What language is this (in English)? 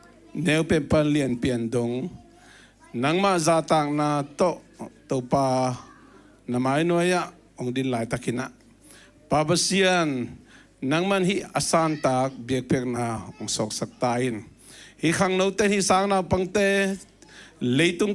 Tedim Chin